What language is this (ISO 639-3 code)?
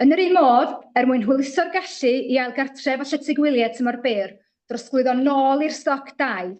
cym